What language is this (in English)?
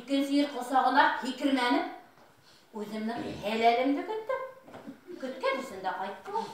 Bashkir